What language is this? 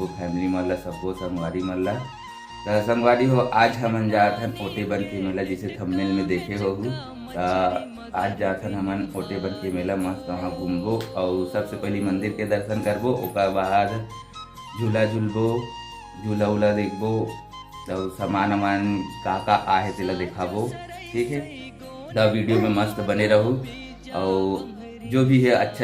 Chhattisgarhi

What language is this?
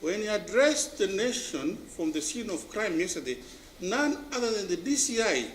Kamba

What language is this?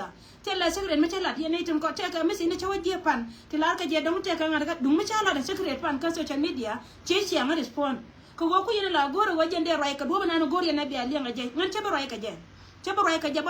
Nuer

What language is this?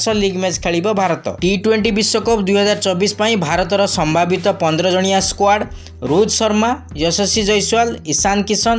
Odia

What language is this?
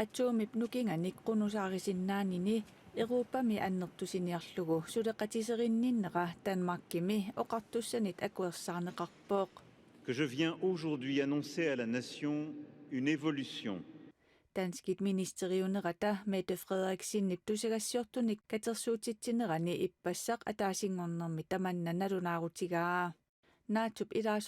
Kalaallisut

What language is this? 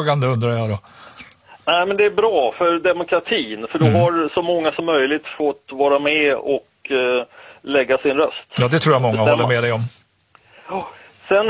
Swedish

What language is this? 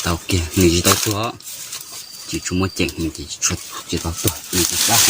Hmong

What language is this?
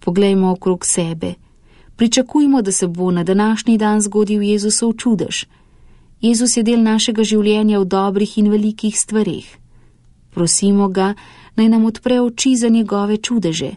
Slovenian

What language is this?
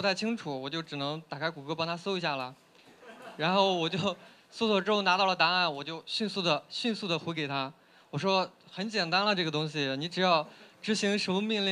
Chinese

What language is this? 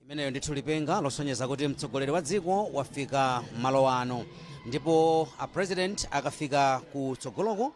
Nyanja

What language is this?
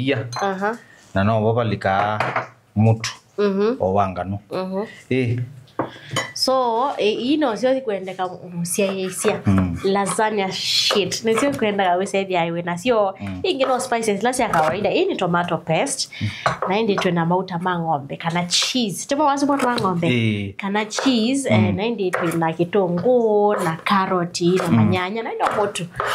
Kamba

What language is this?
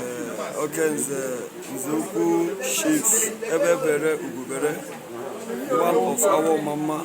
Igbo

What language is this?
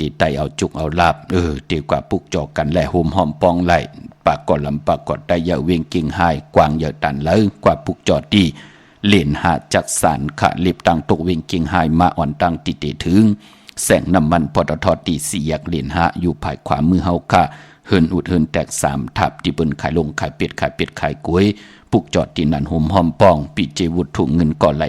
Shan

